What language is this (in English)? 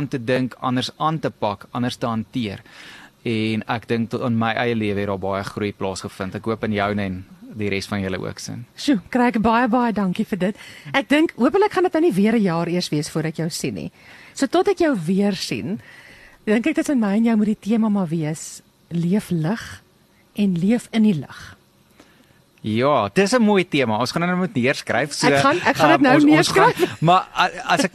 Afrikaans